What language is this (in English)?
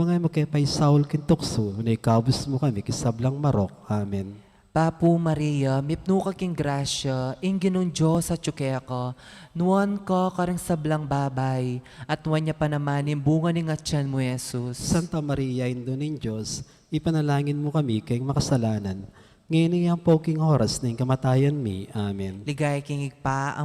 Pampanga